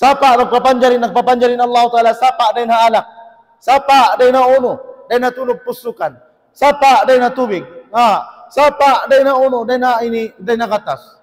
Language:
Tausug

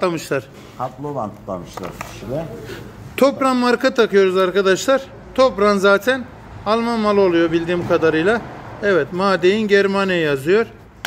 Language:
Turkish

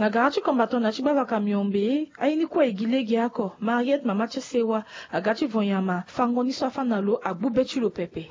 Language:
Sango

